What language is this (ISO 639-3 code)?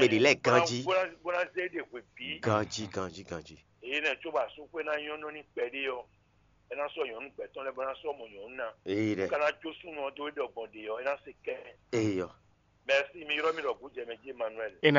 fon